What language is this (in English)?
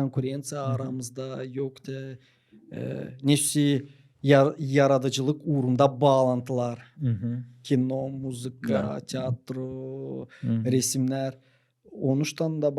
Gagauz